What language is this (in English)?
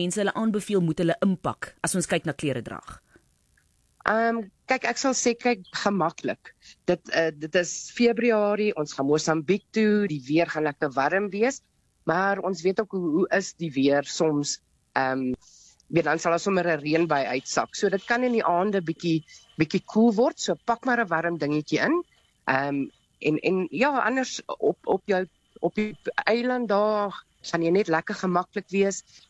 Afrikaans